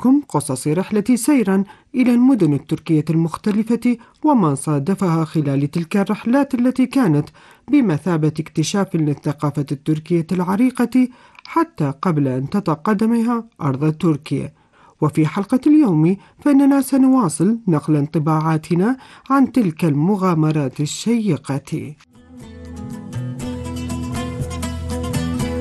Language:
Arabic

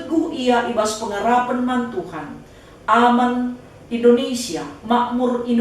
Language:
Batak Karo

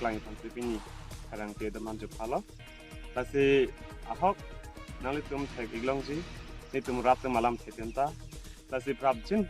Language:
Karbi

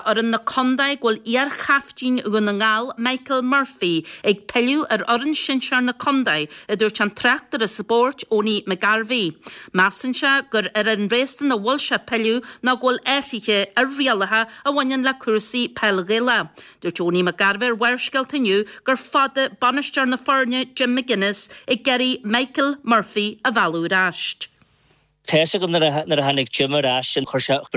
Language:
Irish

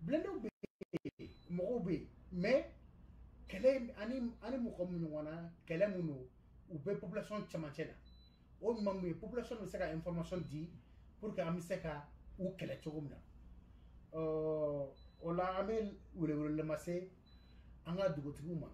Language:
Bambara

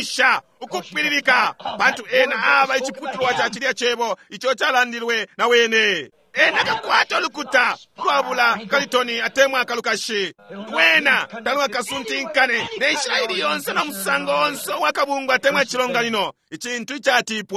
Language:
Bemba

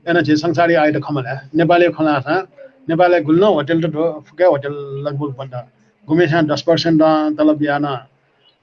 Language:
Newari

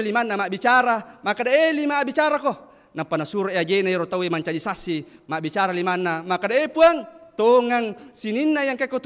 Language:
Buginese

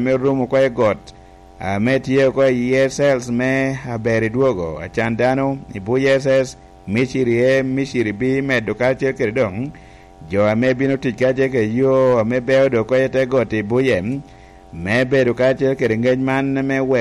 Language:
Lango (Uganda)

